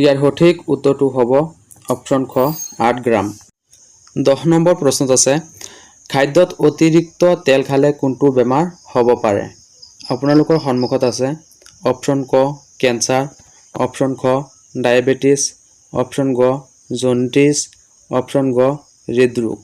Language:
Assamese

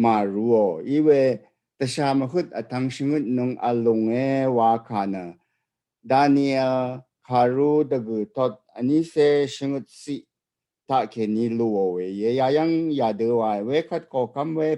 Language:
Rawang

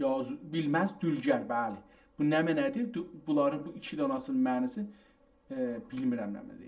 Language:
South Azerbaijani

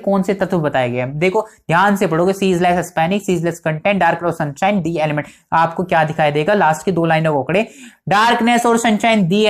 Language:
Hindi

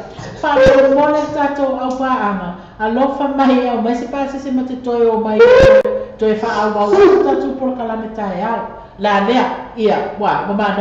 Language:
Samoan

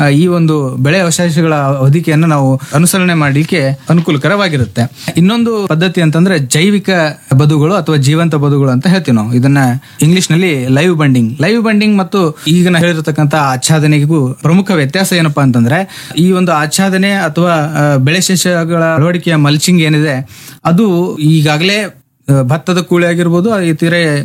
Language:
Kannada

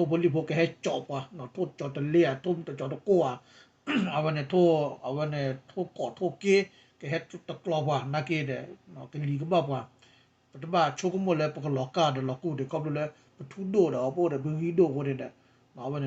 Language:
S'gaw Karen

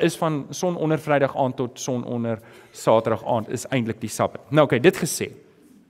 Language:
Afrikaans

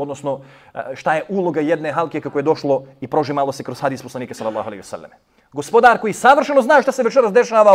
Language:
Bosnian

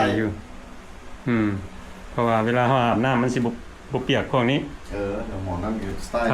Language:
Lao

